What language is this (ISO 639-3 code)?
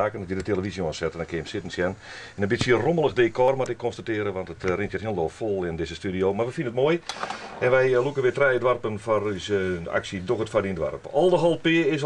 fry